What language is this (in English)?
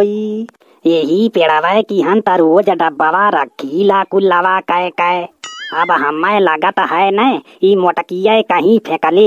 Bhojpuri